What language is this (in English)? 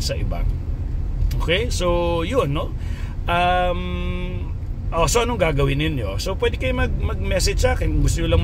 Filipino